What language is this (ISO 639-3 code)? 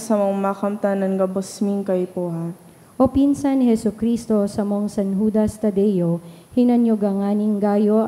bik